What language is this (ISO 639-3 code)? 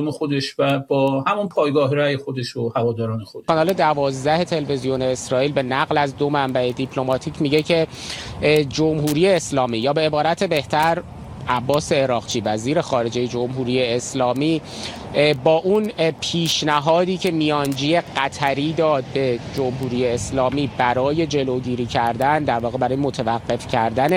fas